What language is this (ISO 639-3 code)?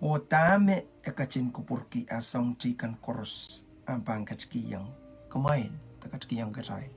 pon